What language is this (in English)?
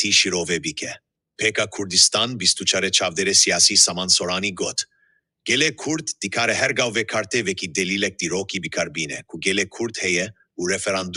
Kurdish